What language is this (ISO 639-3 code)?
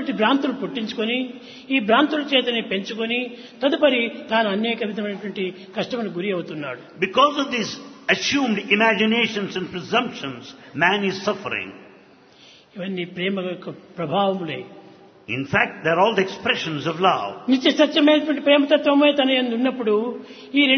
tel